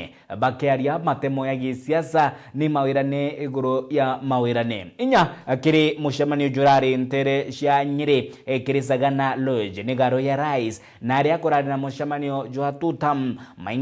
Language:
Meru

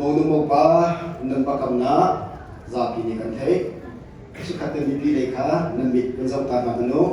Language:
Hakha Chin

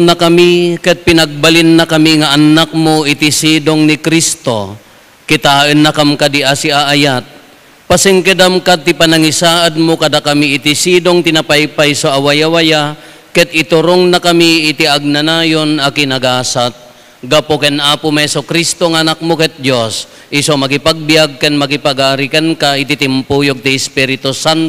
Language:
Iloko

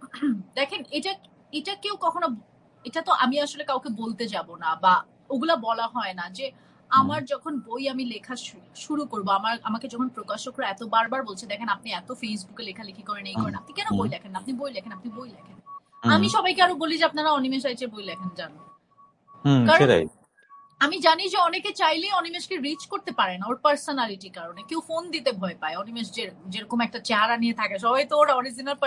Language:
Bangla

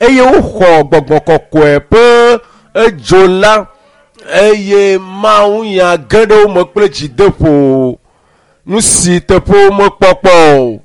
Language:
Ewe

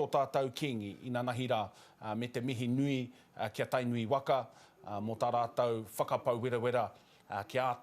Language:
Māori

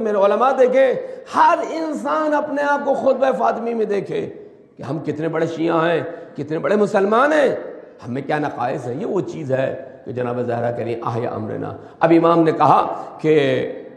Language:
Urdu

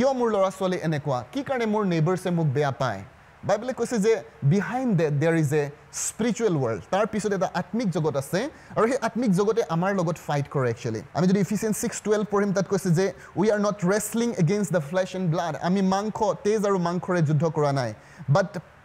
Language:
Assamese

